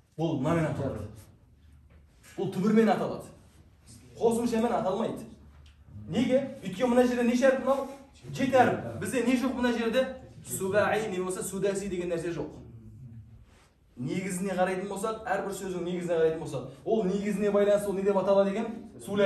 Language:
Kazakh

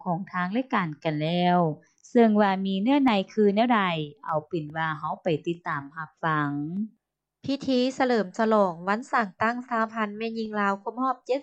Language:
Lao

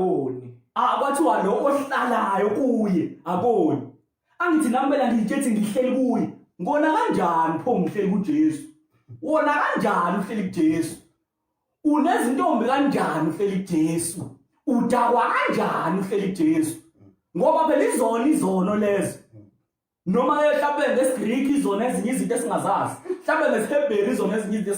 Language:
Zulu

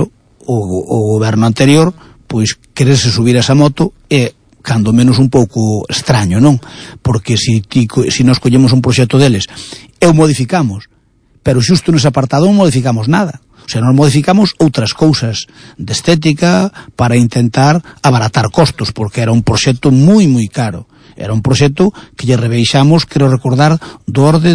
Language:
Galician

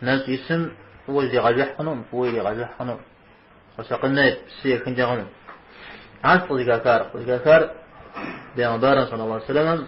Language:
Kabardian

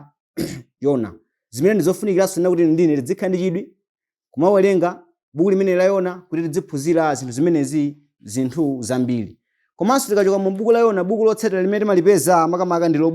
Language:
Nyanja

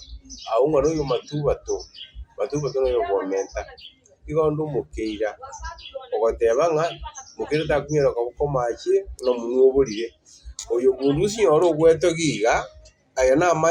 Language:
Gusii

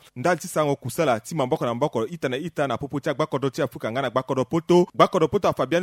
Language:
Sango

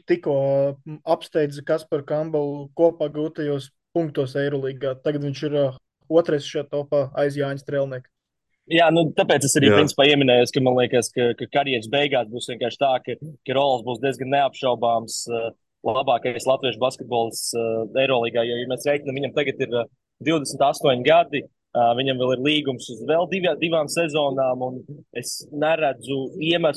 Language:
Latvian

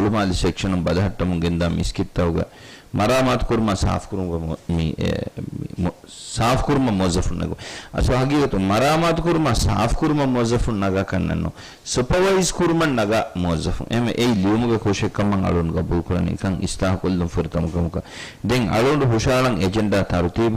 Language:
Divehi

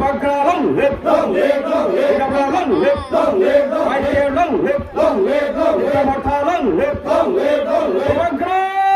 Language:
Kok Borok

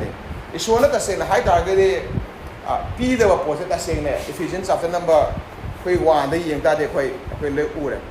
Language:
Manipuri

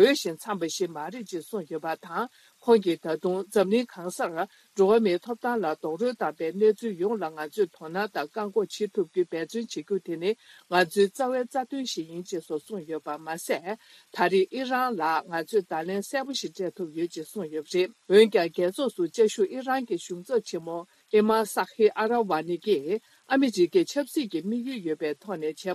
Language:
Tibetan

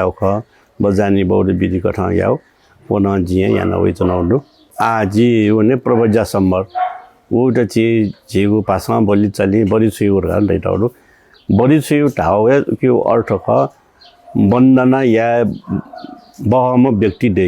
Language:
Newari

